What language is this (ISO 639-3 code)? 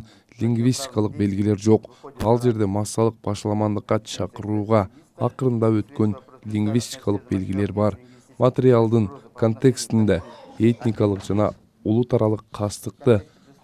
kir